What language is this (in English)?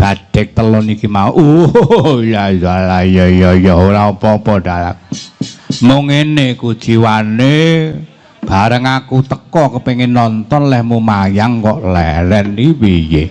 Javanese